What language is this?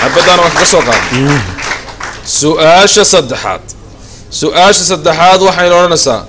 Somali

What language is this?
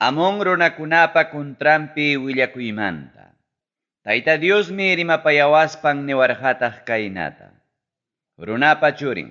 Ayacucho Quechua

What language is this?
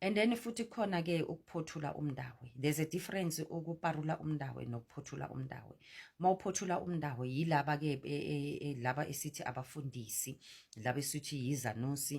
Zulu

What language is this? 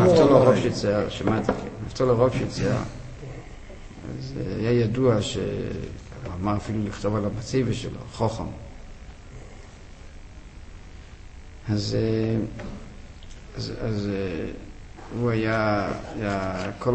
Hebrew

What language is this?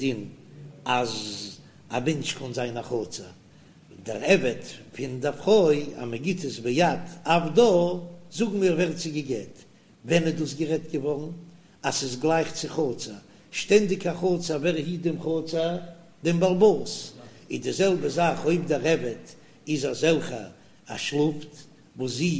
Yiddish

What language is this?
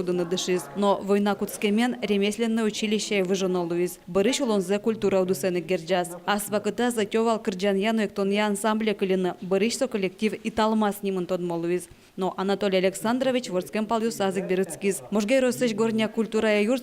Udmurt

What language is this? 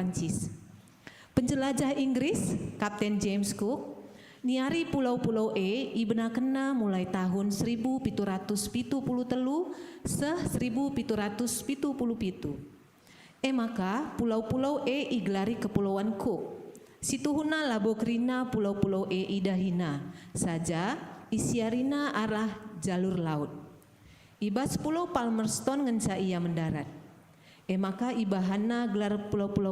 Batak Karo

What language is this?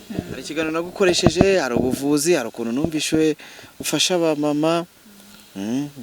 Kinyarwanda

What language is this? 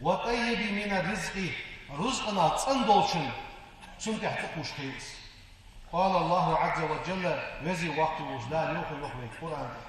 Ingush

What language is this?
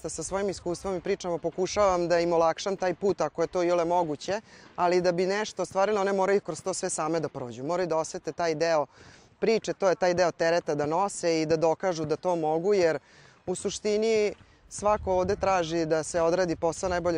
Serbian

